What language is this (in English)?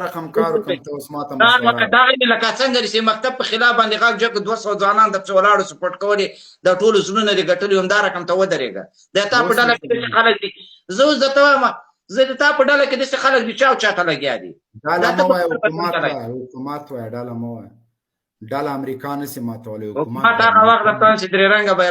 Pashto